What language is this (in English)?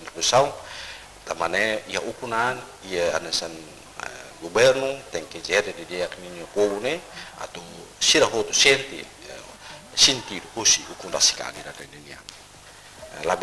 Tetum